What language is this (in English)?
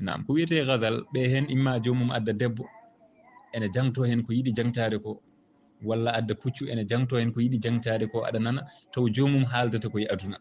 Fula